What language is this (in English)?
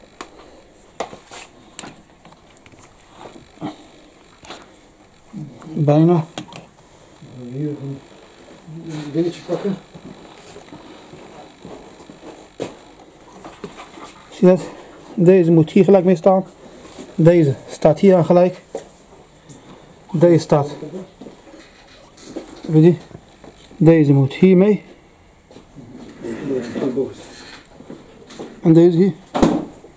Dutch